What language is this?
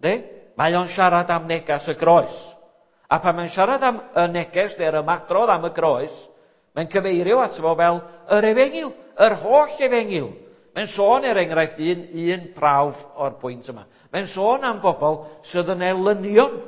Welsh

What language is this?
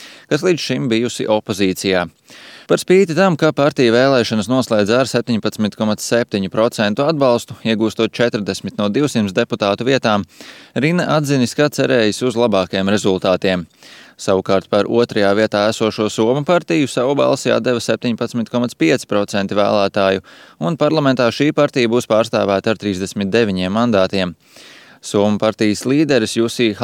Latvian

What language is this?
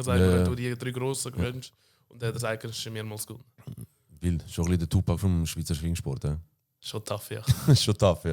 Swiss German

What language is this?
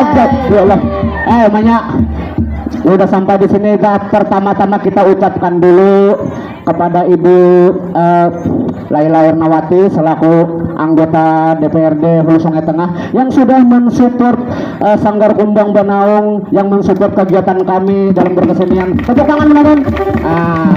Banjar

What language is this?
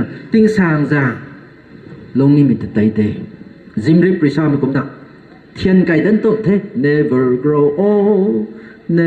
Rongmei Naga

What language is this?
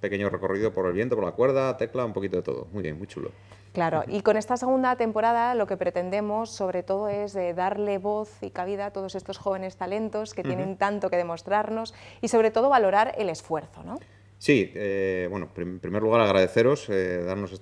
Spanish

